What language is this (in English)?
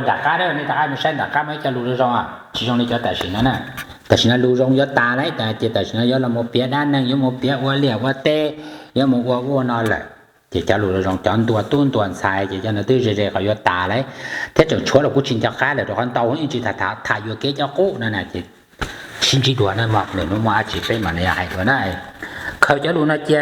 Hmong